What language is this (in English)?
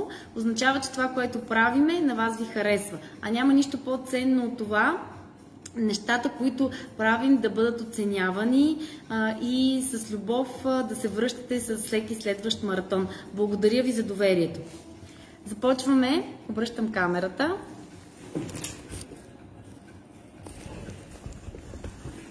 Bulgarian